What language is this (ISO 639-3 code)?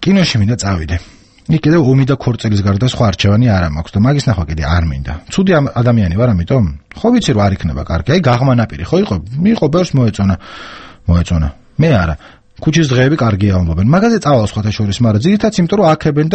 kat